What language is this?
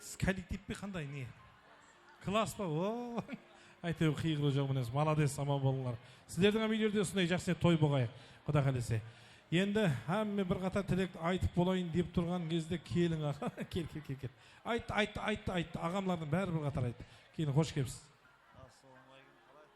Kara-Kalpak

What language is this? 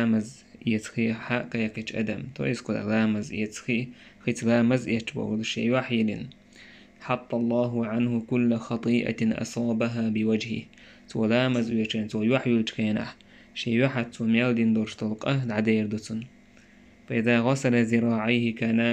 Chechen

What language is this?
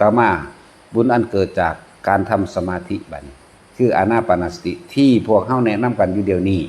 Northeastern Thai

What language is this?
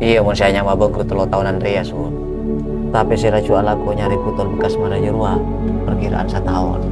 Madurese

